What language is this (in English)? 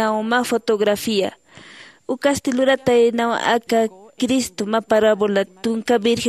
Aymara